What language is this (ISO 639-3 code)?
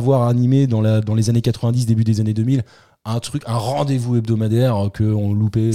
fra